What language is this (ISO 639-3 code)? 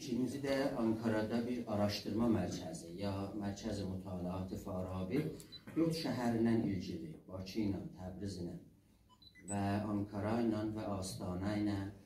azb